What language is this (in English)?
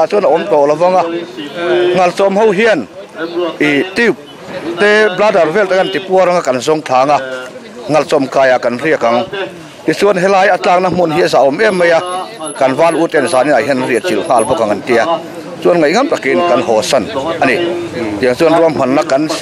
Mizo